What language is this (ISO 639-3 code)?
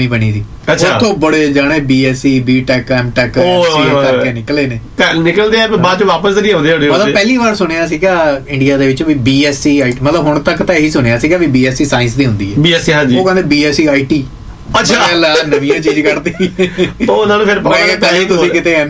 pan